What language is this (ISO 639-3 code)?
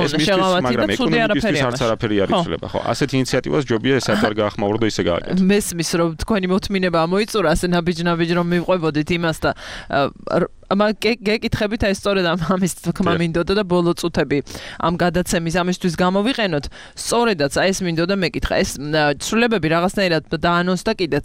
kat